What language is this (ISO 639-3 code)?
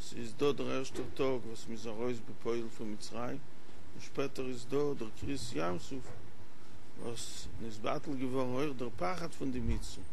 yid